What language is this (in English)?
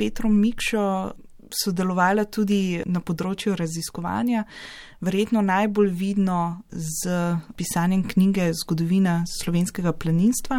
Slovenian